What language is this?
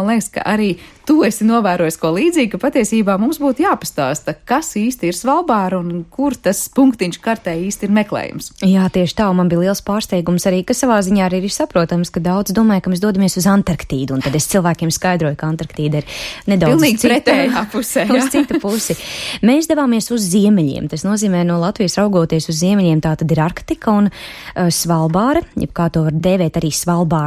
Latvian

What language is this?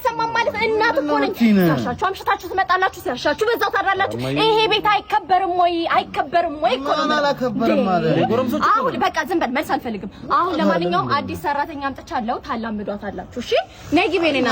Amharic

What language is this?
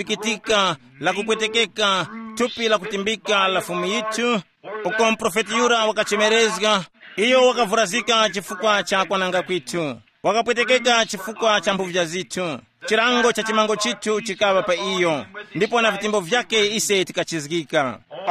Tumbuka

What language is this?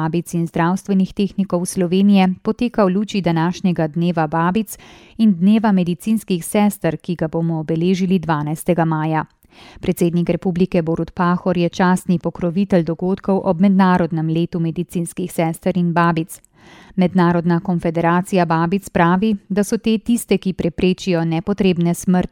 Slovenian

